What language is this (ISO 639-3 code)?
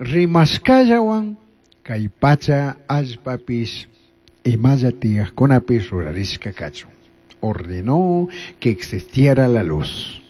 qug